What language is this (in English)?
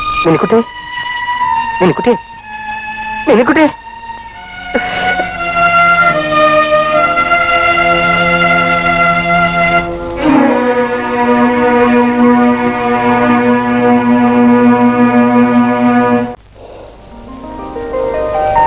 Malayalam